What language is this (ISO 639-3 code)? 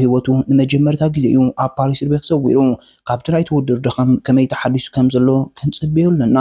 tir